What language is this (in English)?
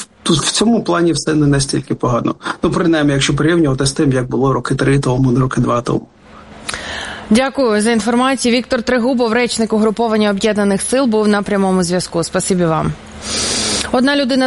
Ukrainian